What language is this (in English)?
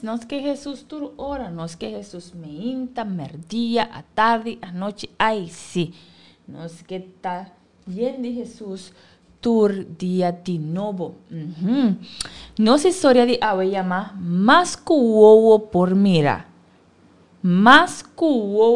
Papiamento